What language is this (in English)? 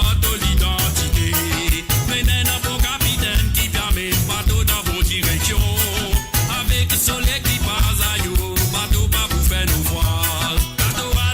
Morisyen